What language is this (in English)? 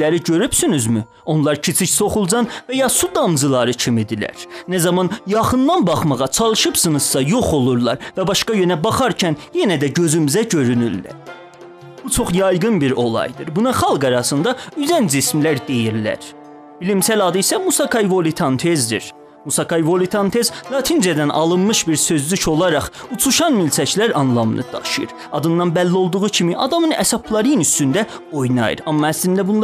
South Azerbaijani